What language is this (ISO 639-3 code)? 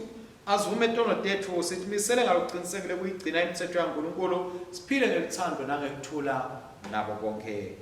ssw